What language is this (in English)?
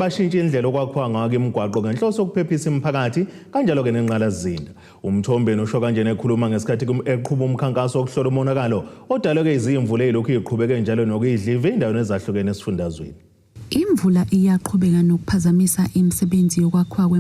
Zulu